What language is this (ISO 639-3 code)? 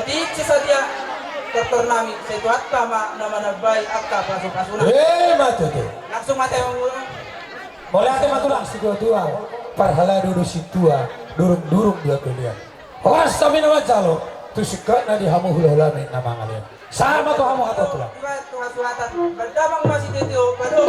bbc